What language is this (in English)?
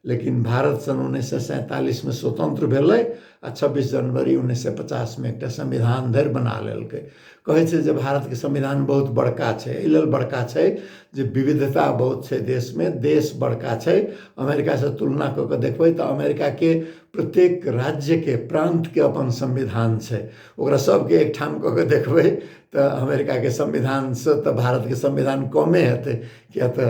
Maithili